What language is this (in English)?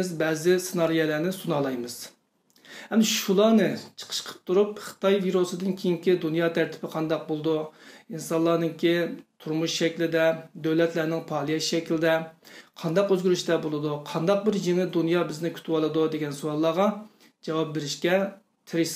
Uyghur